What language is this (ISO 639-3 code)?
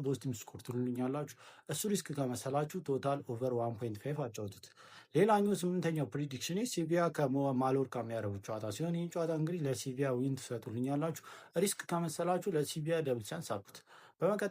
amh